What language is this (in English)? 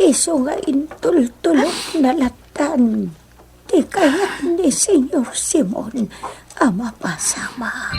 Iloko